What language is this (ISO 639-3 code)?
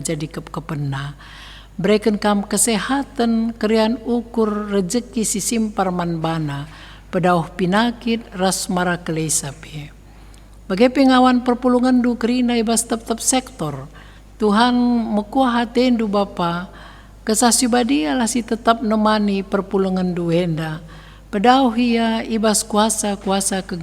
btx